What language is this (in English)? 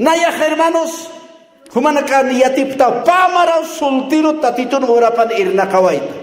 Aymara